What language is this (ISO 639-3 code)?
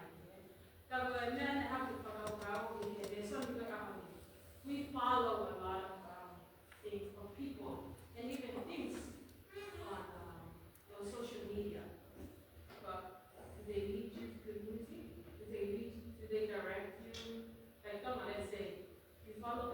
ton